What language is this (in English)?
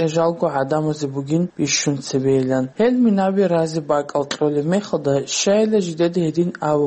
Avaric